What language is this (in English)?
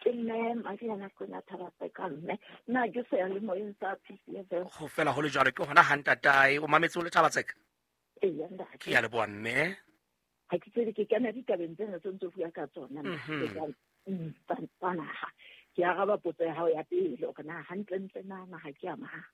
Southern Sotho